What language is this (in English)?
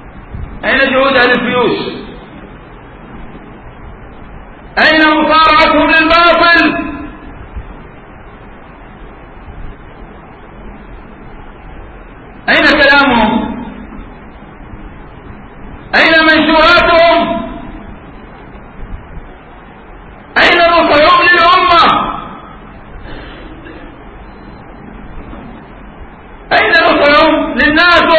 Arabic